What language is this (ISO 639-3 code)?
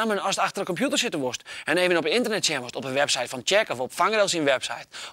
fry